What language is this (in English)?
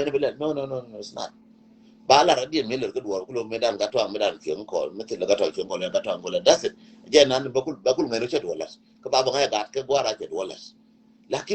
Nuer